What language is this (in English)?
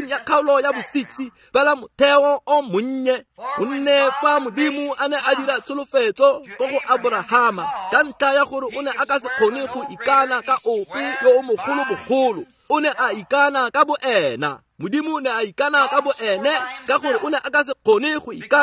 Tswana